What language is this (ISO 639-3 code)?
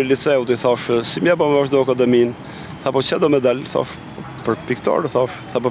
sqi